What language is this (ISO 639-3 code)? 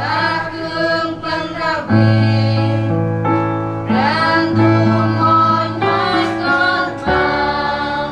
cmo